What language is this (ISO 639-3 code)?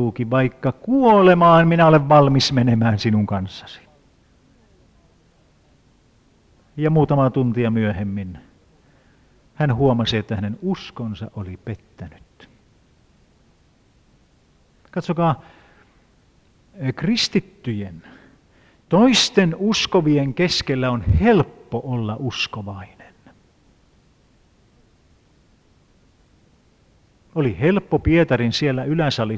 fin